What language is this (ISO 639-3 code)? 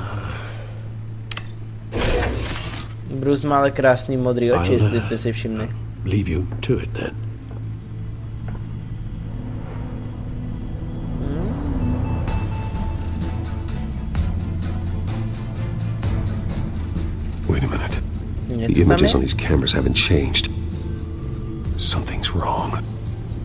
ces